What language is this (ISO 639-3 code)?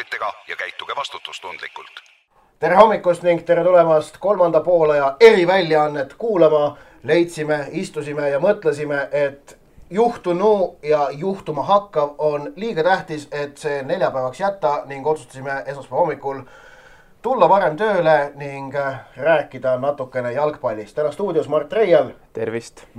est